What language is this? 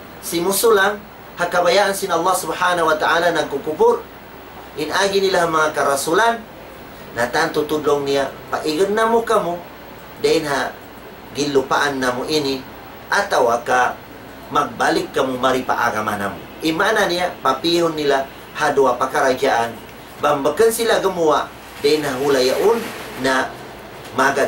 Tausug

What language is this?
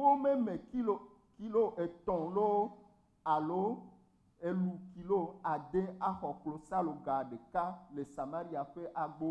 Ewe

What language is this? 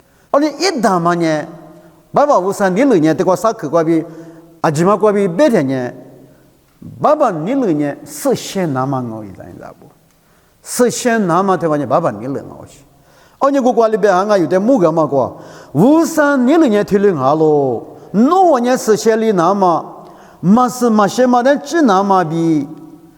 Lisu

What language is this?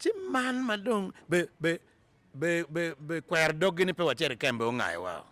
Acoli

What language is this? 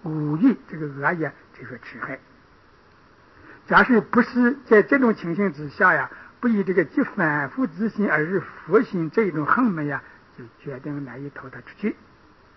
Chinese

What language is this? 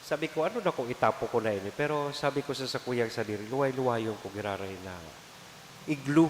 Bikol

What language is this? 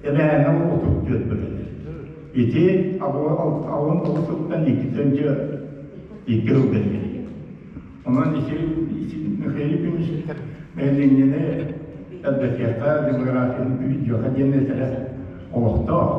Yakut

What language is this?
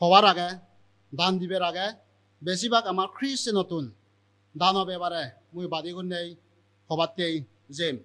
Chakma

